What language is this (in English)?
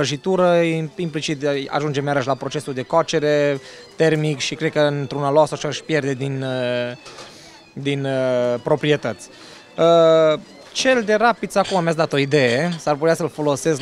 Romanian